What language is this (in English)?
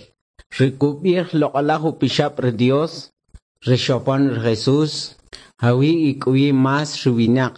Kʼicheʼ